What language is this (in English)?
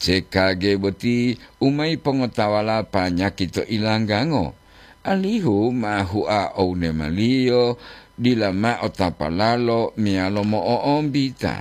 Gorontalo